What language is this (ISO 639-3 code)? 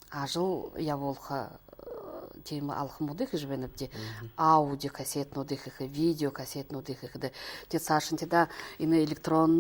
bua